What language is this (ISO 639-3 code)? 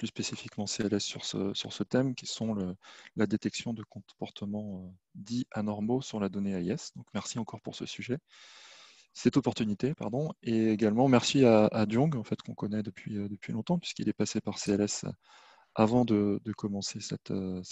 fra